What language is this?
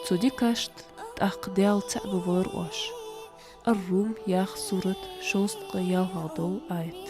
Ingush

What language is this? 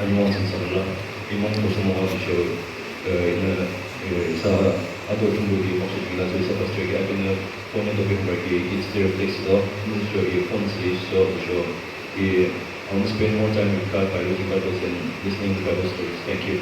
Yimchungru Naga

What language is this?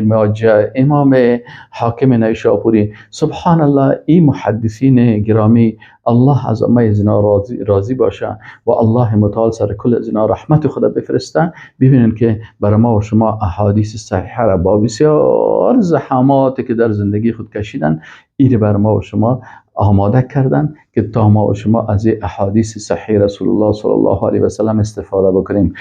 Persian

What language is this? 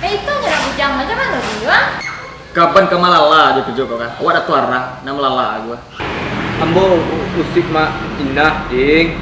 Minangkabau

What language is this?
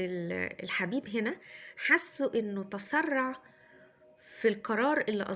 Egyptian Arabic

